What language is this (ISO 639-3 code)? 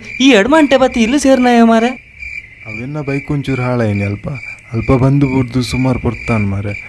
tcy